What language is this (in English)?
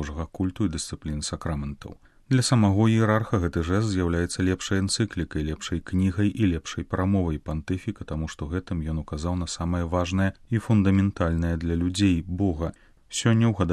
Belarusian